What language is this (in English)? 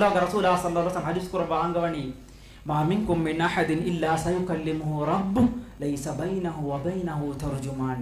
Divehi